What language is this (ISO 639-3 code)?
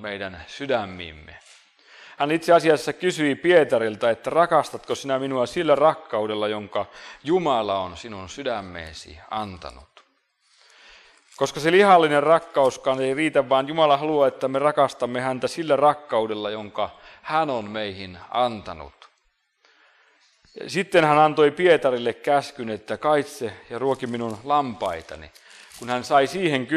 fin